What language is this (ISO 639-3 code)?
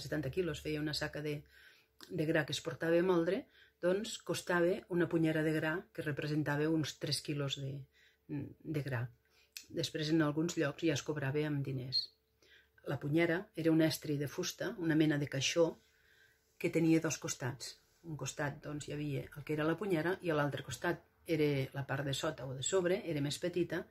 cat